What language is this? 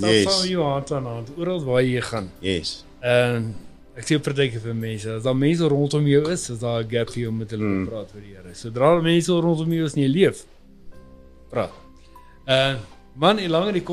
Afrikaans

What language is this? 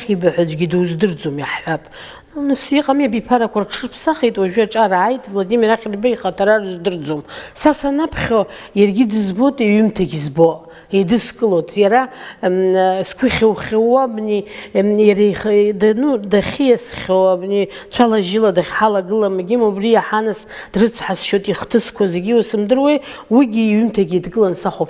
Abkhazian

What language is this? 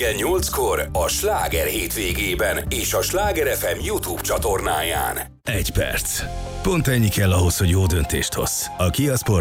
Hungarian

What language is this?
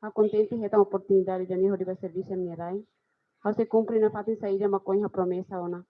Tetum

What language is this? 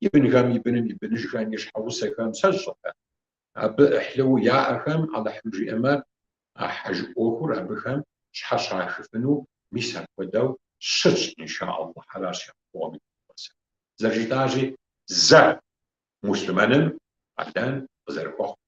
Kabardian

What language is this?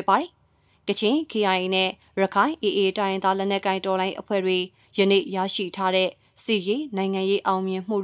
Burmese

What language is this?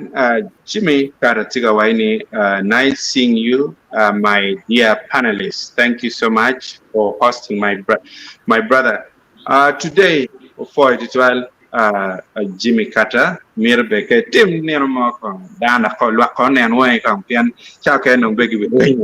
Acoli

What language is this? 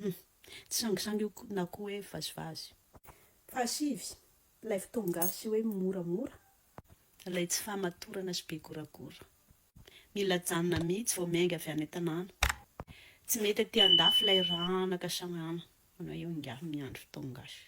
Malagasy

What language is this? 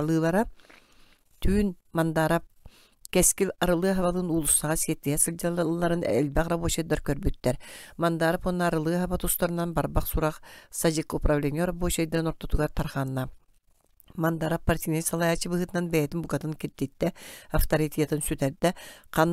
Yakut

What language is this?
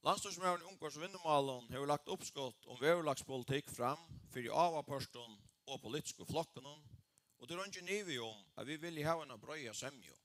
Faroese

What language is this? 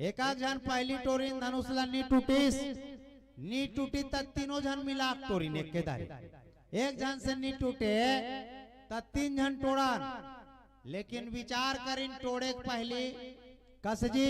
Chhattisgarhi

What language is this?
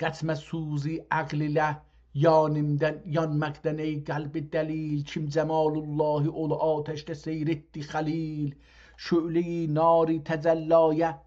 South Azerbaijani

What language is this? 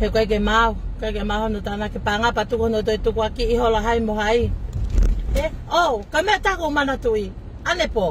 Tongan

